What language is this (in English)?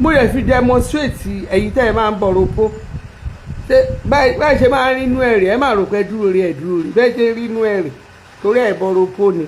Yoruba